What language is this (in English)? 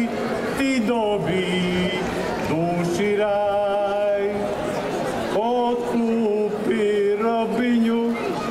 Croatian